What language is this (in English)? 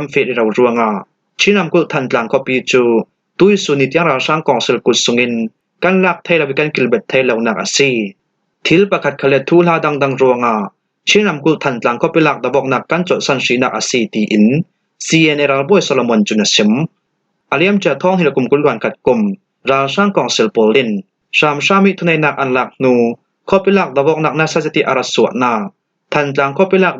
Falam Chin